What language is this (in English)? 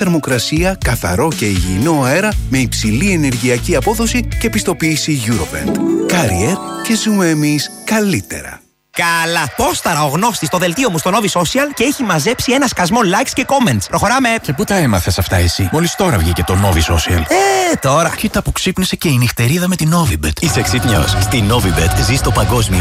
Greek